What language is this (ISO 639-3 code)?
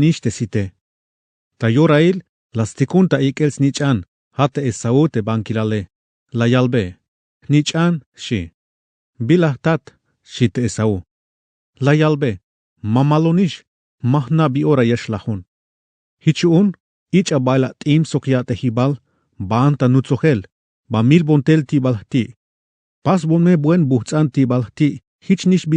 tzh